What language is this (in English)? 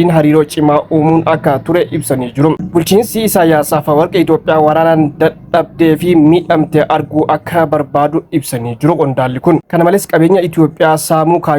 Oromo